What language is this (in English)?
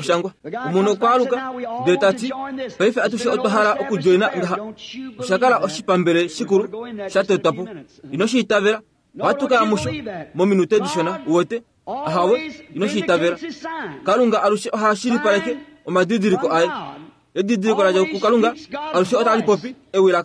Kuanyama